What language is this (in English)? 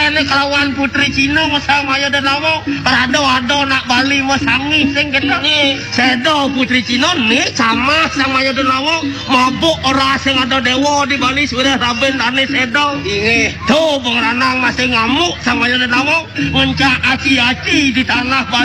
Balinese